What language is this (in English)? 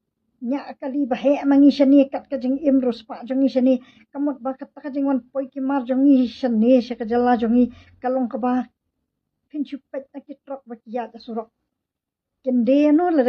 Khasi